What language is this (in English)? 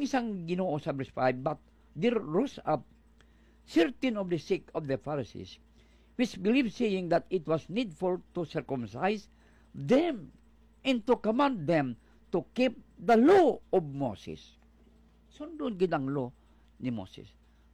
Hiligaynon